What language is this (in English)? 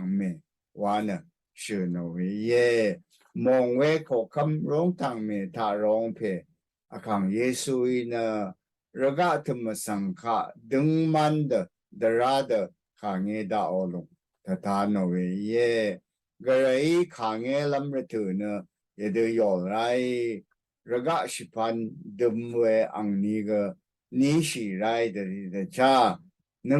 Rawang